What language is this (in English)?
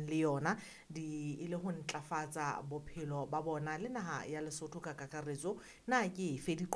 Southern Sotho